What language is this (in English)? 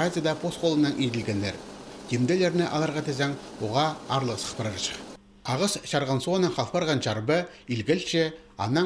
Khakas